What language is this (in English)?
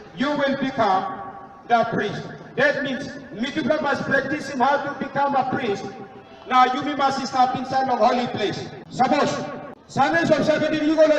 Tok Pisin